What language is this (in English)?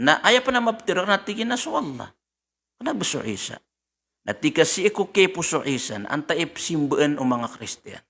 Maranao